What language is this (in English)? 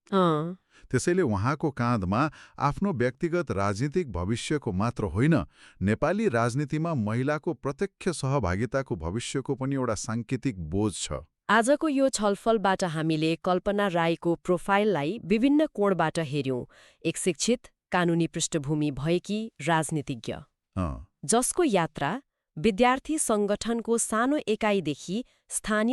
Nepali